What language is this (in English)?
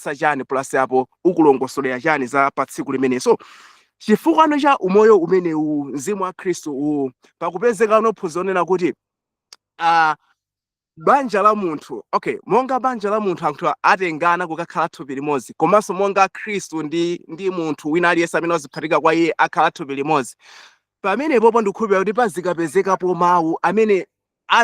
Nyanja